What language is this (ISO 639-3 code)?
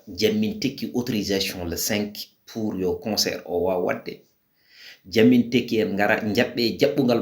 ful